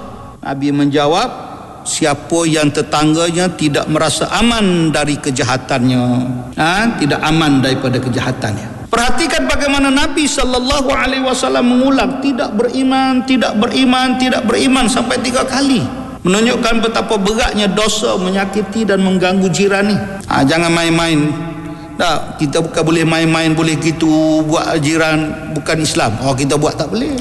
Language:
Malay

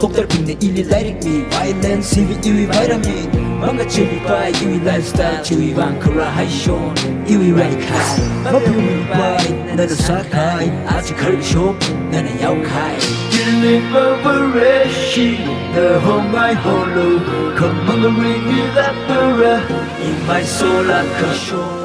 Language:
Tangkhul Naga (India)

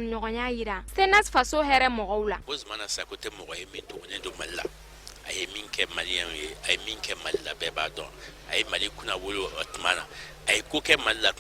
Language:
Bambara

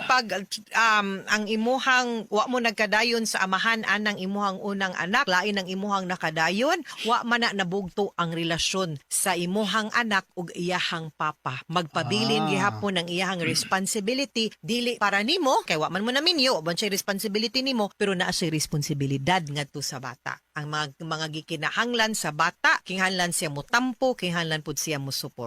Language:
Cebuano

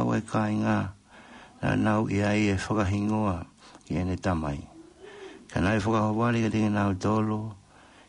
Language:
Tongan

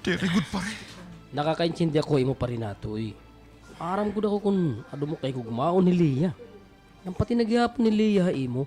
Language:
Waray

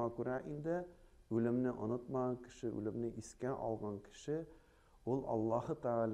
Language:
Tatar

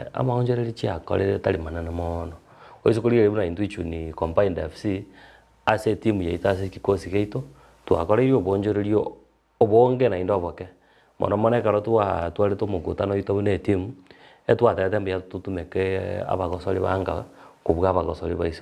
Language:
Gusii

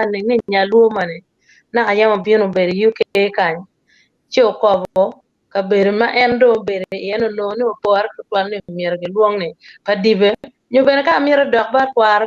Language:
Acoli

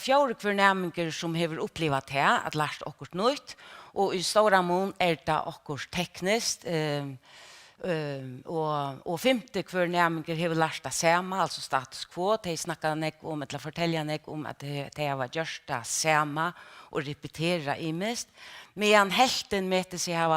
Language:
Faroese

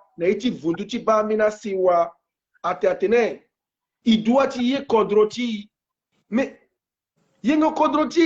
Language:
Sango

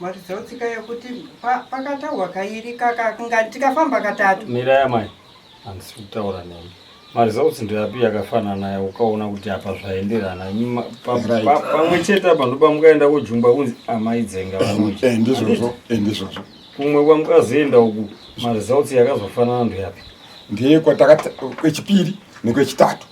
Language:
Shona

